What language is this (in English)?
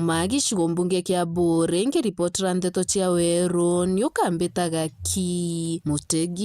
Meru